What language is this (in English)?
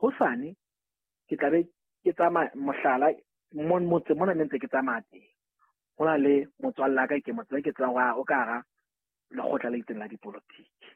Southern Sotho